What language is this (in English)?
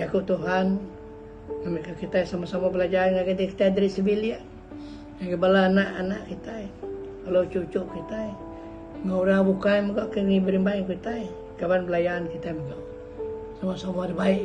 Iban